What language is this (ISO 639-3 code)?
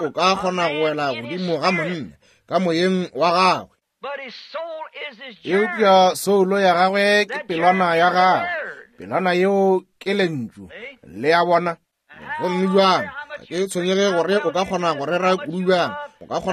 nso